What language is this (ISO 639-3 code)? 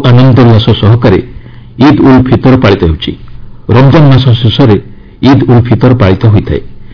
ori